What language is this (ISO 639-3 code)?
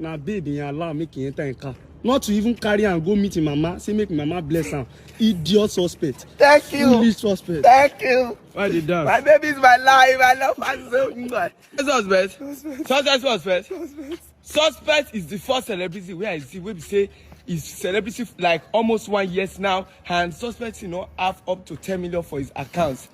pcm